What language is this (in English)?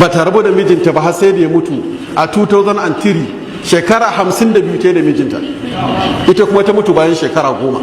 Hausa